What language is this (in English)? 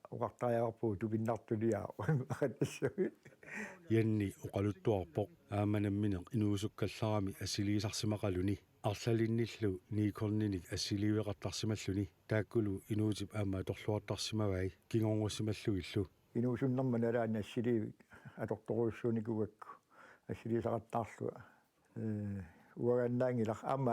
Kalaallisut